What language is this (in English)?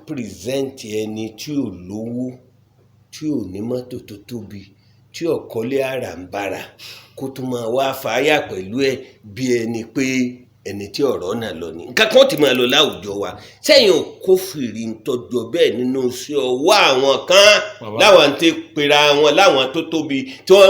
Yoruba